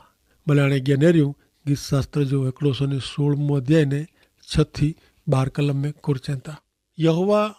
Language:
Kachhi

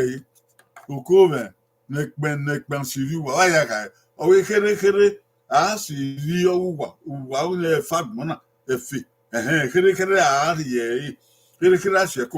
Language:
Bini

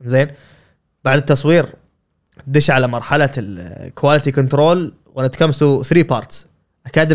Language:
Gulf Arabic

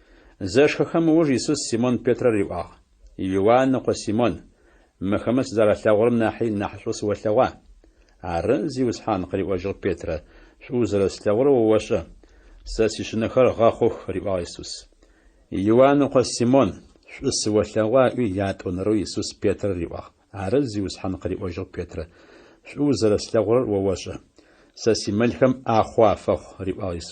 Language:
Adyghe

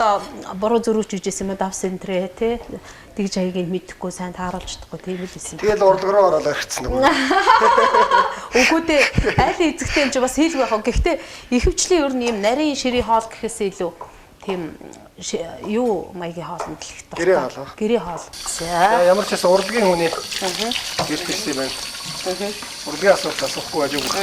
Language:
Mongolian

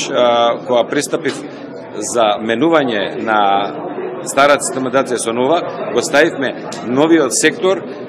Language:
Macedonian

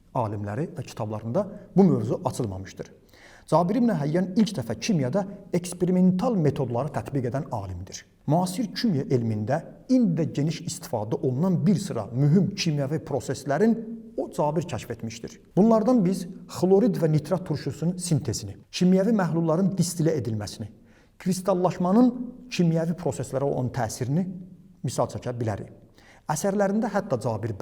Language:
Azerbaijani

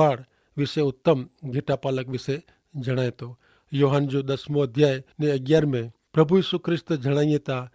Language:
Kachhi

